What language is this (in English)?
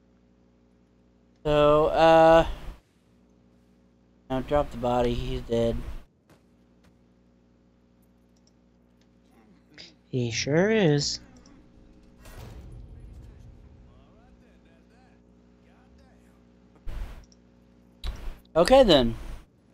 English